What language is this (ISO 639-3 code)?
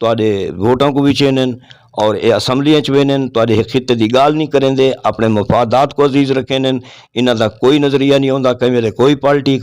skr